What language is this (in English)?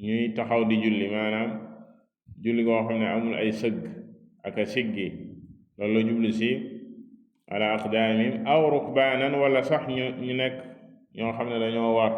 Wolof